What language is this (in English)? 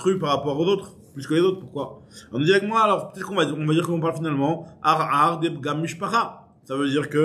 French